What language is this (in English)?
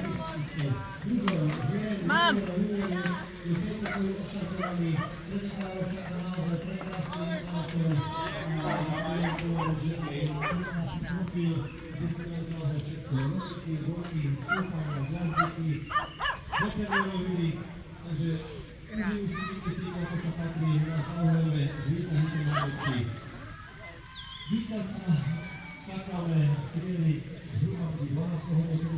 Slovak